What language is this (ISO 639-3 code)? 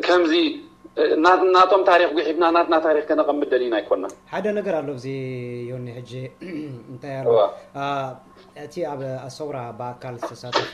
tir